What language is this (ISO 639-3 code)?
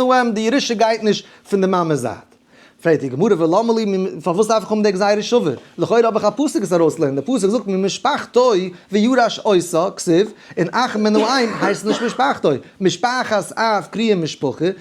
yid